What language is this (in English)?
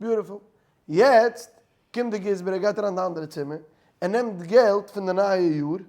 Yiddish